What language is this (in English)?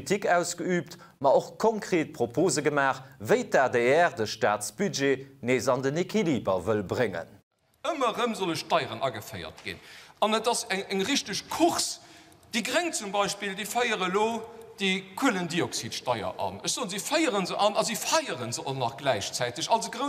Luxembourgish